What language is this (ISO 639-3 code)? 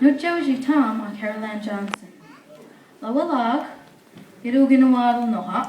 mic